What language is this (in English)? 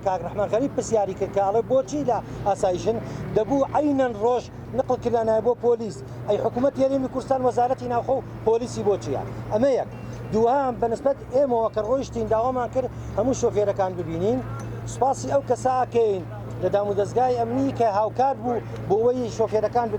Central Kurdish